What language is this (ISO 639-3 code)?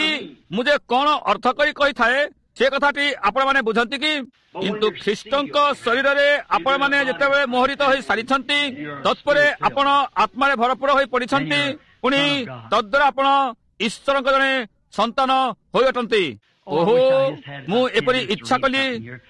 ori